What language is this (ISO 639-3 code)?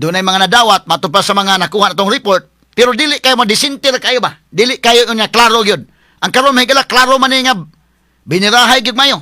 ceb